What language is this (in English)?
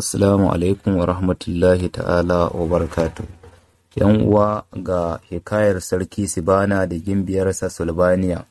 Hausa